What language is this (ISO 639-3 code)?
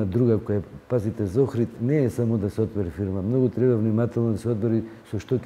mkd